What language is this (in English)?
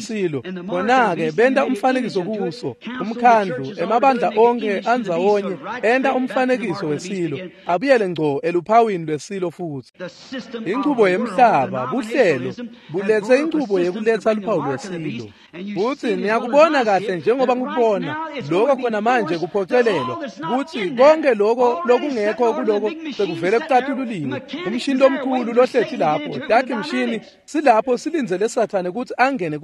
Swati